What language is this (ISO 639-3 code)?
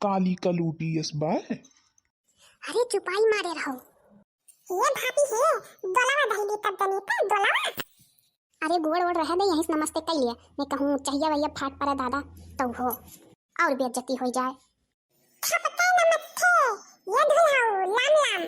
awa